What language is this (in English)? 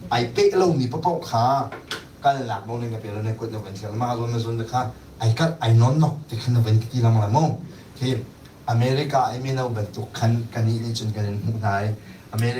Hakha Chin